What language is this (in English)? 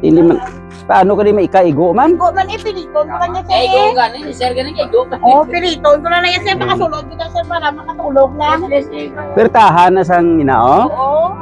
Hiligaynon